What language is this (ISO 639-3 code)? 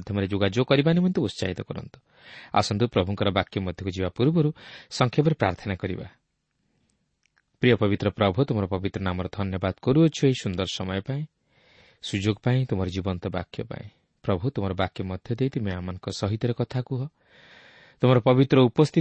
ori